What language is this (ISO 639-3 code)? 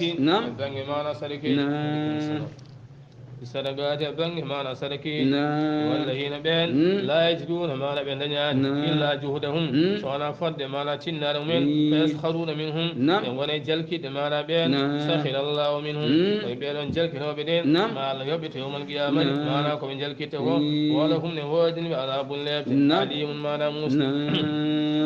ful